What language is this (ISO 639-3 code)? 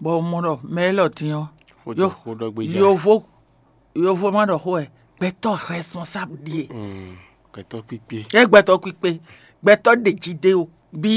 fon